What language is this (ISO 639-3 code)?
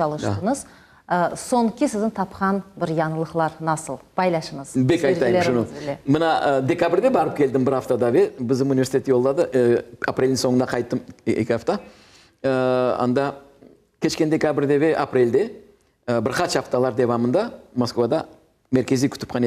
crh